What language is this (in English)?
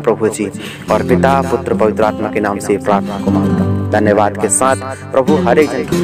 Hindi